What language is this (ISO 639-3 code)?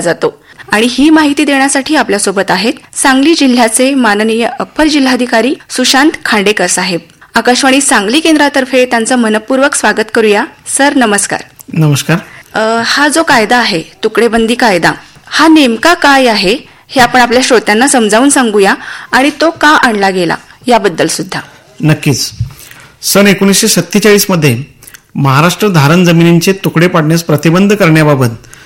mar